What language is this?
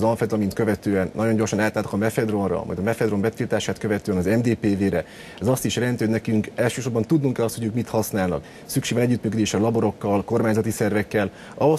Hungarian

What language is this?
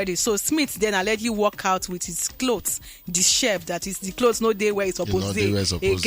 Nigerian Pidgin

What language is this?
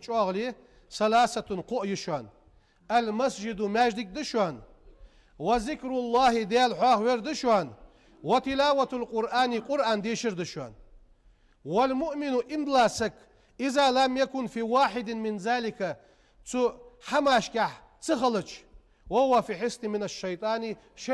Ingush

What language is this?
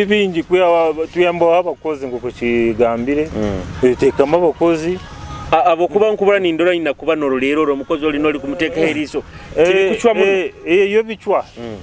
Nyoro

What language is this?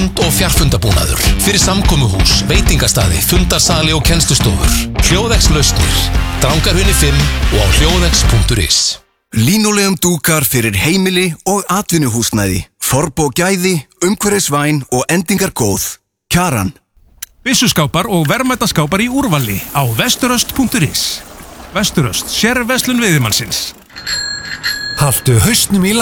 Icelandic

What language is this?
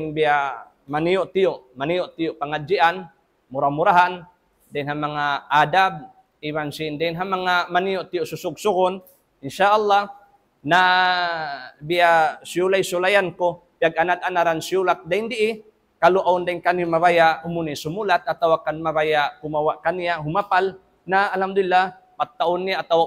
Tausug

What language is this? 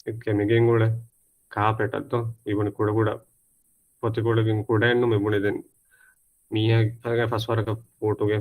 Divehi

